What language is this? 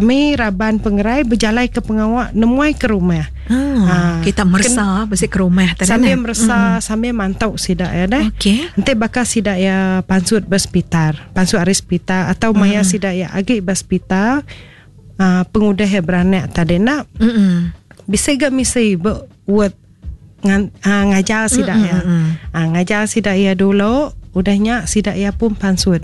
Iban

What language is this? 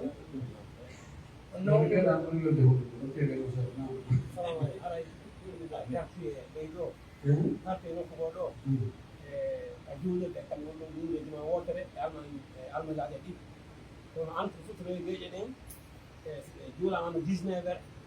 Pular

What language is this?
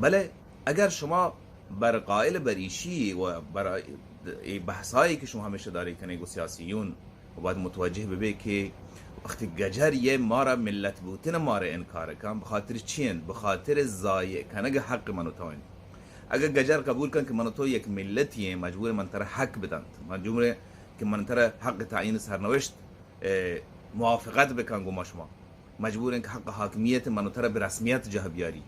Baluchi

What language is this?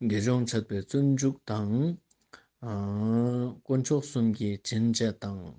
Ladakhi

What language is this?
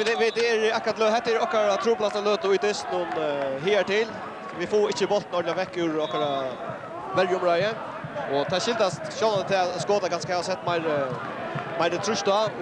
Faroese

